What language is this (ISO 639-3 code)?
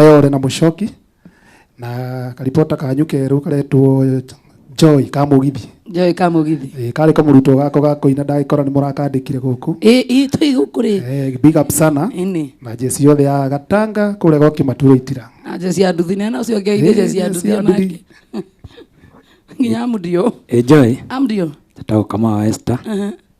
kik